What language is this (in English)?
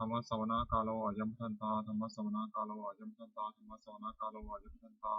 Pali